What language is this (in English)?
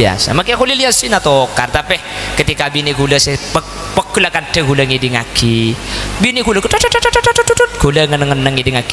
Madurese